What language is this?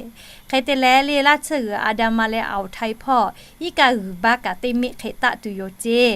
Lahu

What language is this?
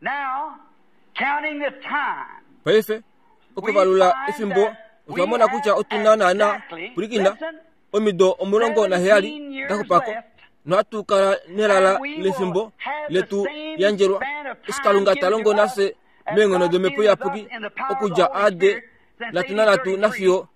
Kuanyama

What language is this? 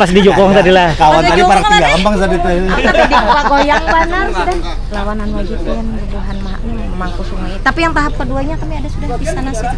Banjar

